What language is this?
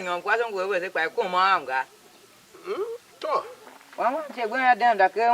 Tiv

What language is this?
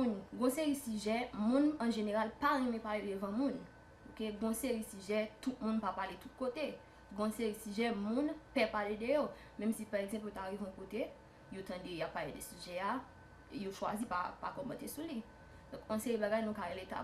Haitian Creole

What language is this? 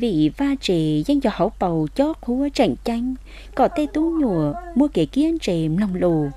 Hmong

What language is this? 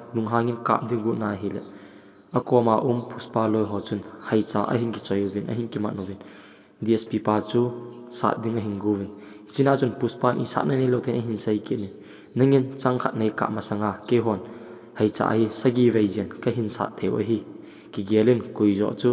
Thado Chin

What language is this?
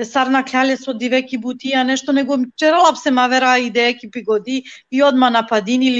Balkan Romani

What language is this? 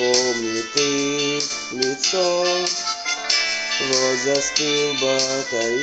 Russian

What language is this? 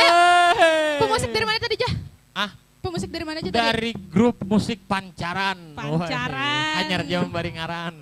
Banjar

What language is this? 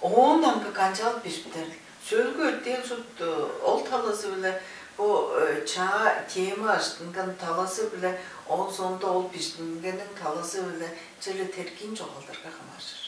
Tuvinian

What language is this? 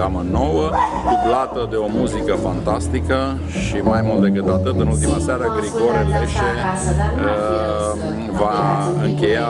Romanian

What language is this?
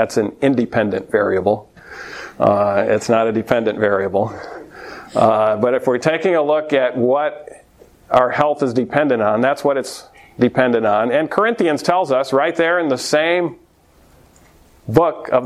English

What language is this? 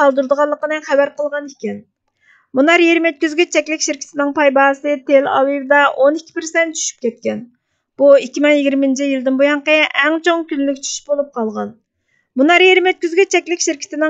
Uyghur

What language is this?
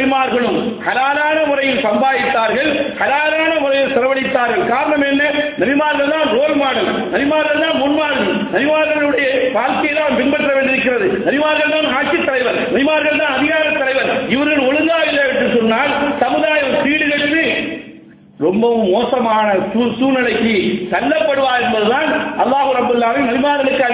Tamil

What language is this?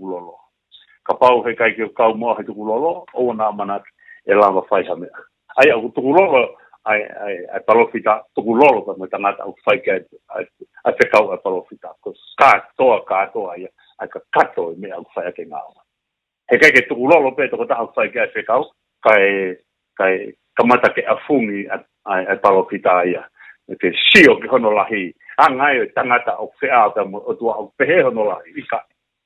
Tongan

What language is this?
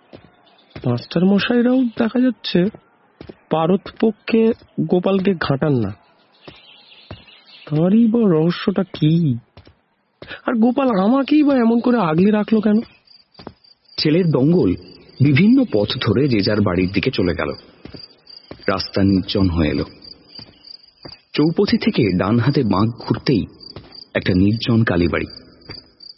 Bangla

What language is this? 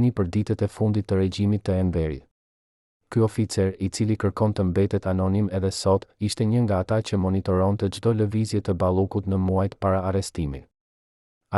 Albanian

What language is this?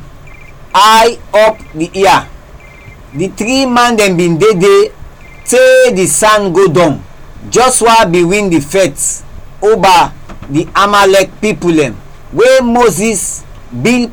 Krio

